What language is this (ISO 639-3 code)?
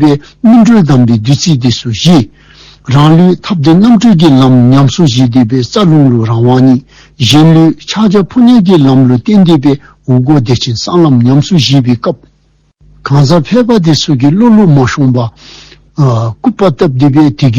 dzo